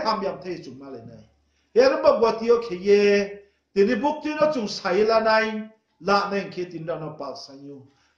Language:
Riang (India)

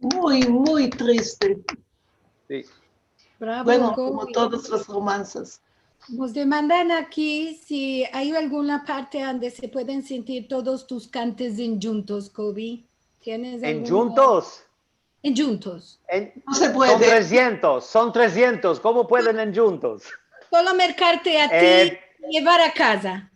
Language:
Ladino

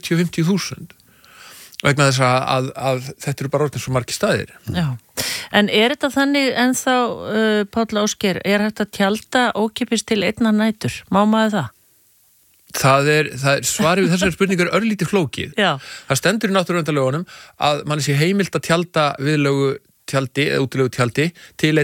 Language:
Icelandic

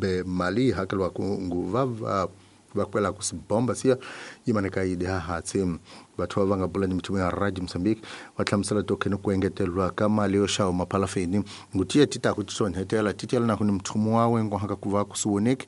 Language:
Tsonga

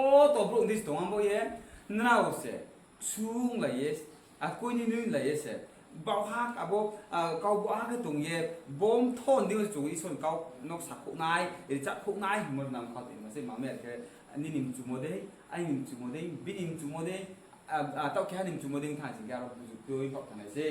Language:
Riang (India)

